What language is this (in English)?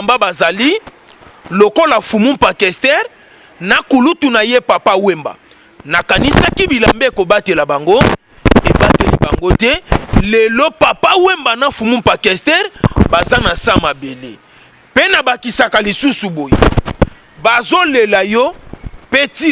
Lingala